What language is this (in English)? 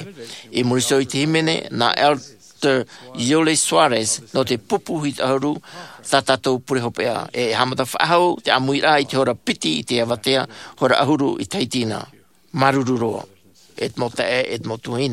Tahitian